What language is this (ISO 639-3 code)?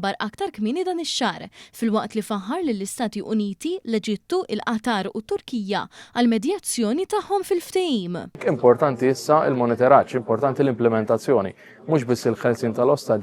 mlt